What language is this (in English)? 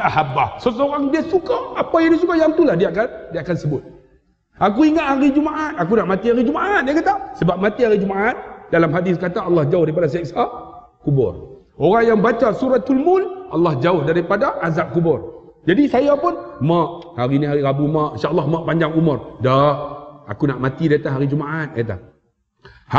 Malay